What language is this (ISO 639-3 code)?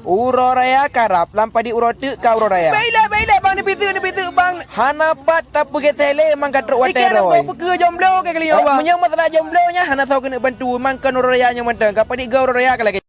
ace